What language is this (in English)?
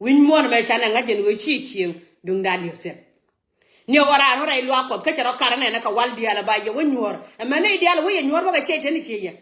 Nuer